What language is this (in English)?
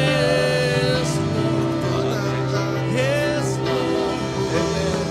Iban